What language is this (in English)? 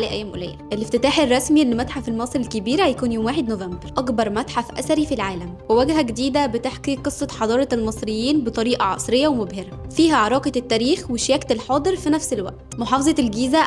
Egyptian Arabic